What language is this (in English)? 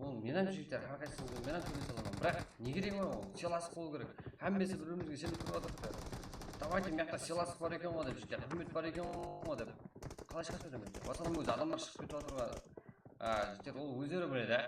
Kara-Kalpak